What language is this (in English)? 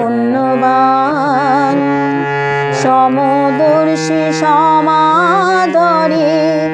Bangla